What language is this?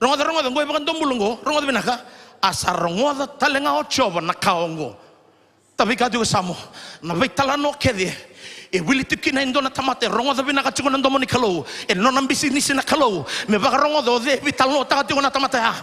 Fijian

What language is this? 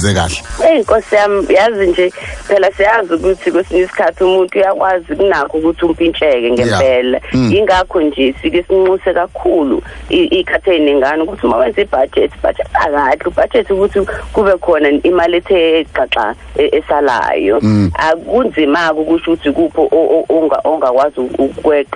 Zulu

